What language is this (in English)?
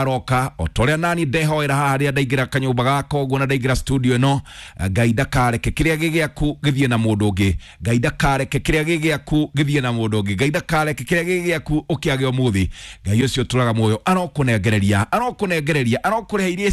Kikuyu